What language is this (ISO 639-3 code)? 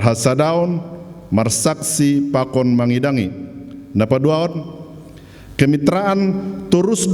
bts